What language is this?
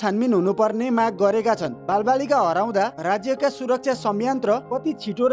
Nepali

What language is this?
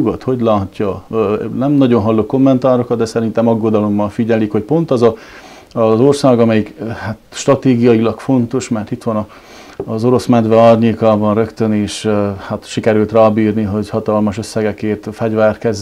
Hungarian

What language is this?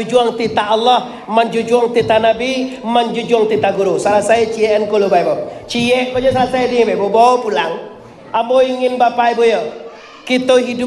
Minangkabau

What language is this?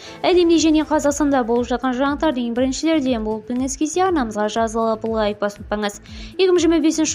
Kazakh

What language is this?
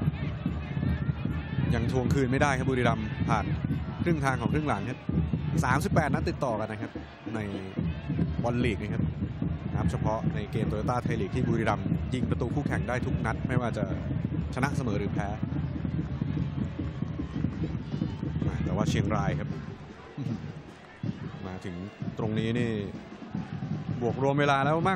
Thai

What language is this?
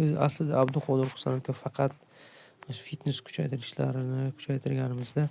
Uzbek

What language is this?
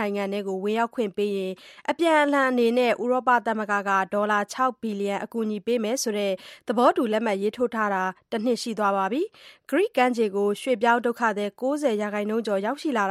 Burmese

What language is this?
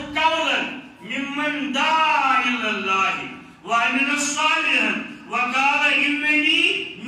Kashmiri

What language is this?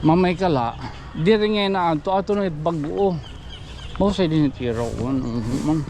Waray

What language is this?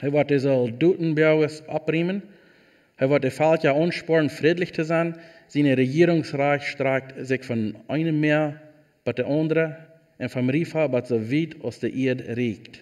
Plautdietsch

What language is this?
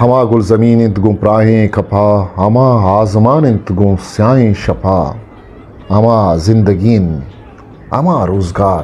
Eastern Balochi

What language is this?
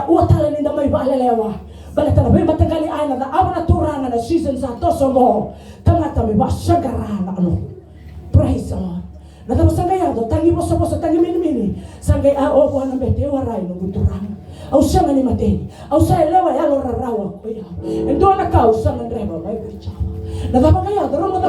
Fijian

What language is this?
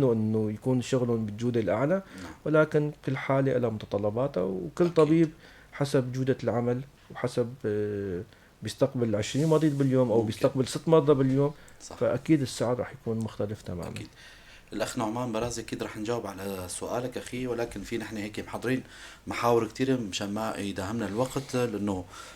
North Levantine Arabic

